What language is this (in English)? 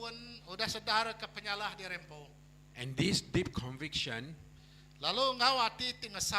Iban